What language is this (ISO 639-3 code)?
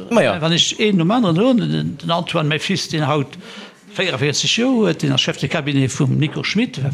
ltz